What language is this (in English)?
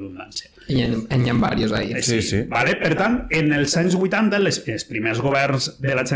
Catalan